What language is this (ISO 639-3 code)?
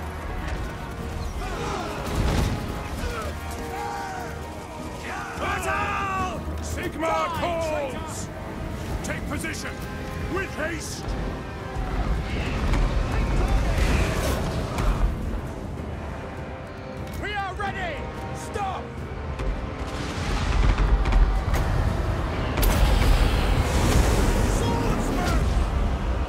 eng